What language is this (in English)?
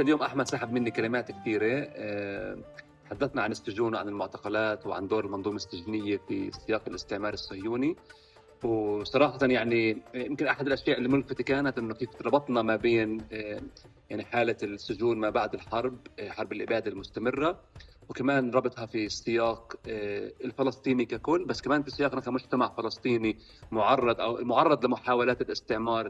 North Levantine Arabic